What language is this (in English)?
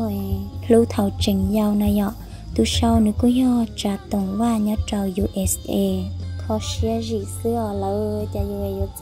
Hmong